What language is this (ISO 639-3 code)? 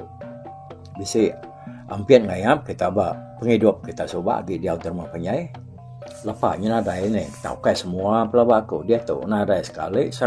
iba